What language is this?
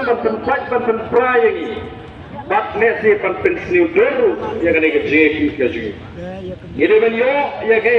Khasi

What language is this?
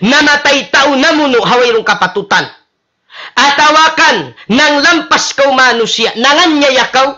Tausug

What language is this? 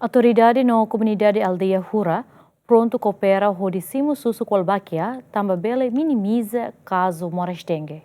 Tetum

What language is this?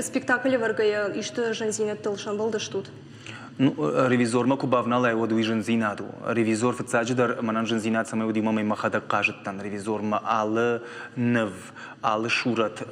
Ossetic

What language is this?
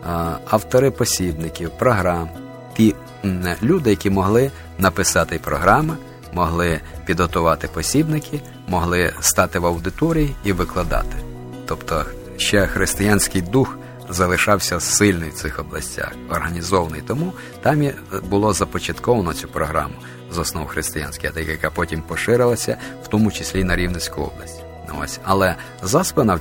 Ukrainian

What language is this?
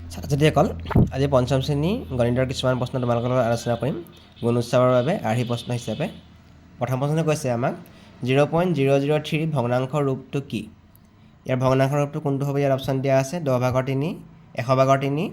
Assamese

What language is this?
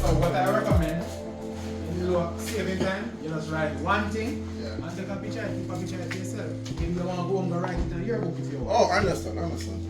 Jamaican Creole English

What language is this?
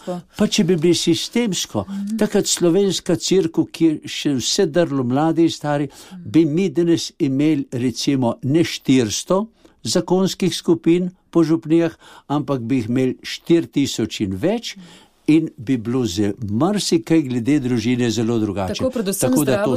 Slovenian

